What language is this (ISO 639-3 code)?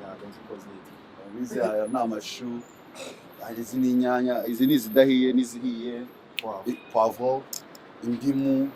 kin